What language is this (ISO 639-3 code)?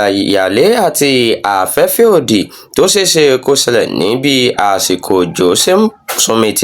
yor